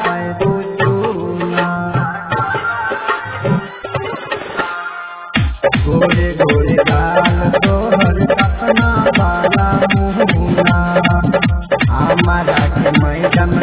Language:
Bhojpuri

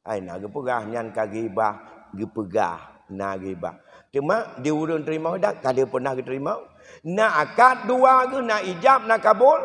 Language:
Achinese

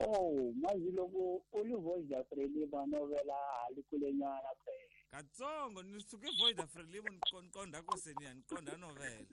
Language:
Tsonga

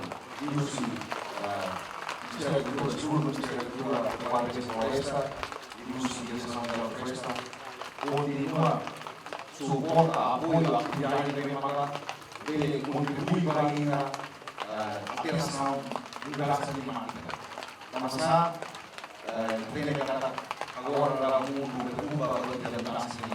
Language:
Tetum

